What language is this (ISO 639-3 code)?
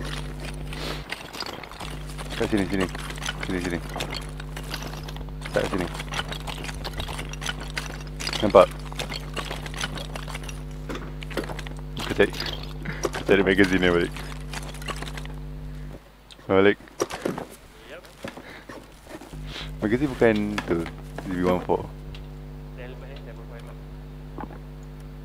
msa